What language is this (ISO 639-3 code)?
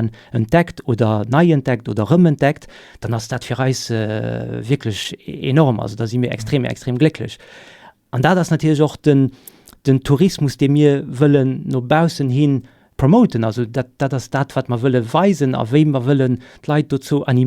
ltz